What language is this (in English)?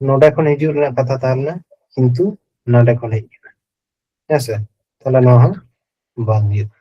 Santali